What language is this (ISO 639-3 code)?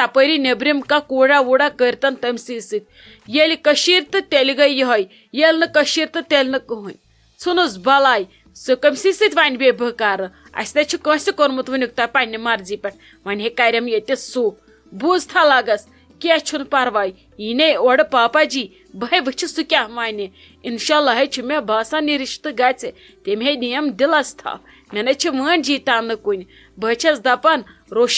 kas